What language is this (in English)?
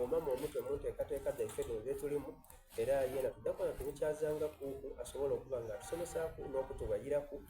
Soga